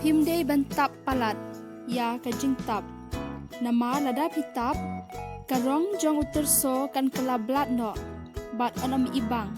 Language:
Khasi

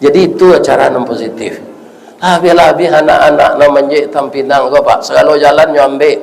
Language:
Minangkabau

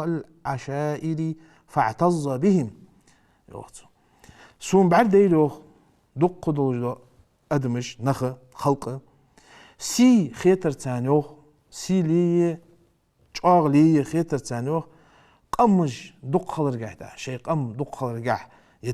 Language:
Ingush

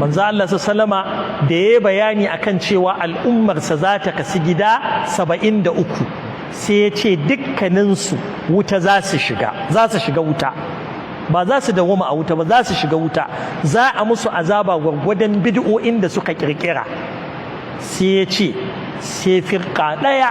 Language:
Hausa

